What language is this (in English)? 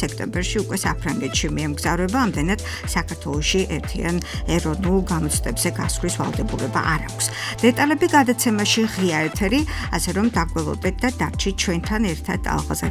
Georgian